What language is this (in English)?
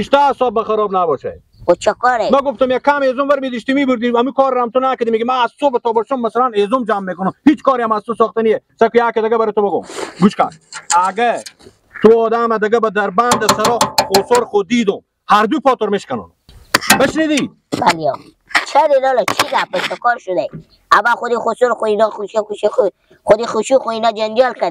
Persian